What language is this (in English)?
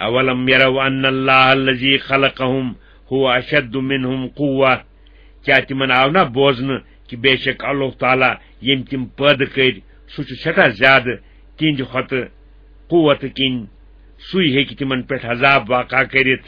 Kashmiri